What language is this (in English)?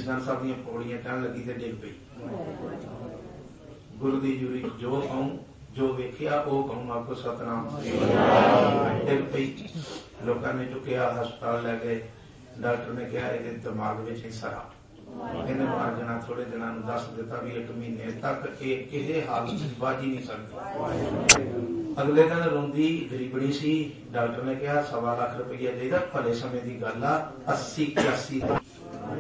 Punjabi